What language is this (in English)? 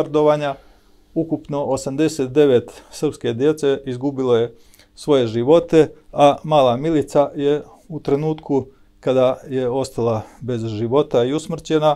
Serbian